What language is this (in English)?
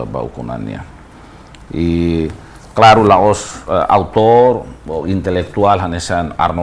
Tetum